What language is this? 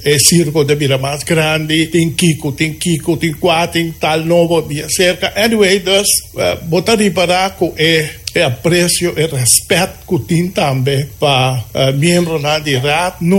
Papiamento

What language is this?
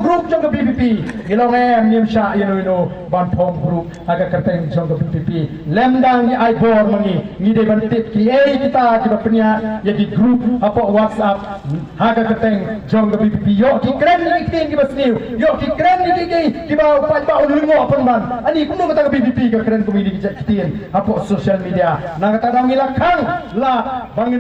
Khasi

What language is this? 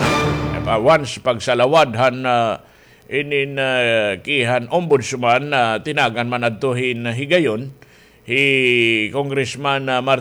Waray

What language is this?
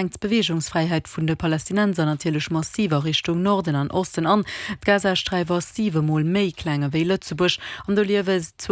Luxembourgish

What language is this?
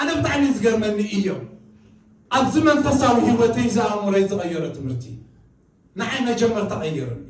Tigrinya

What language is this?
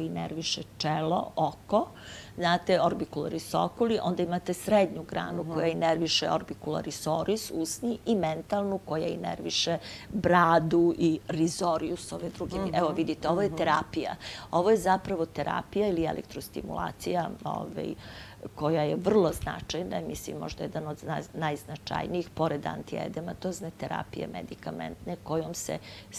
Serbian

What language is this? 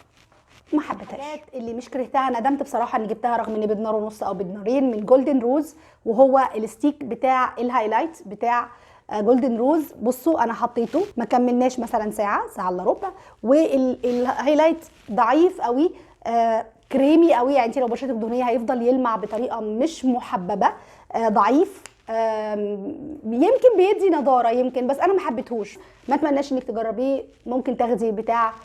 Egyptian Arabic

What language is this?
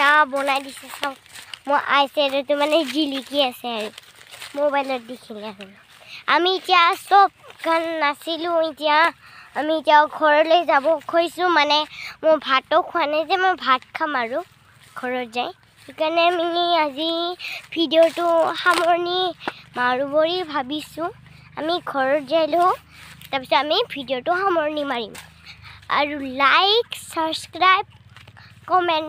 Assamese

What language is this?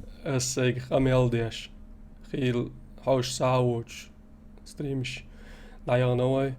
Chechen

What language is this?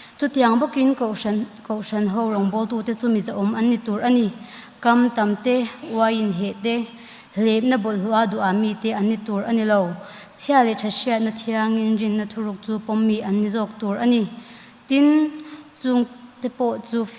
Mizo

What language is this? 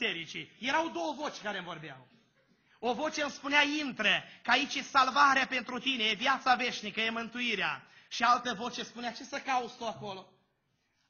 Romanian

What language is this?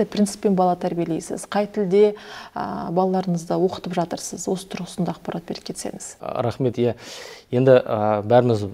Kazakh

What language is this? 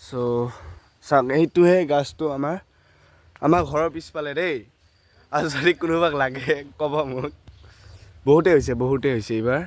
Assamese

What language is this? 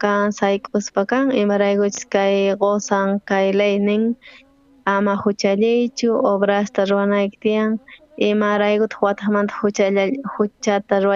South Bolivian Quechua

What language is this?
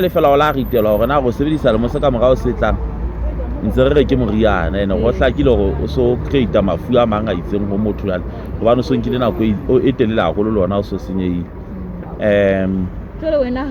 Southern Sotho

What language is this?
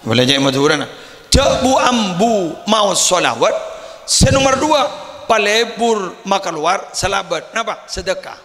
Madurese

